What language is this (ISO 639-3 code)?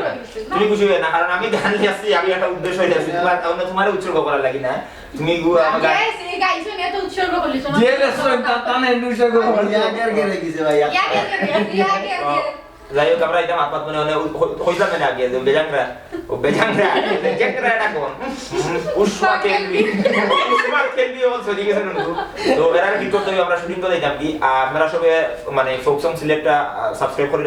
syl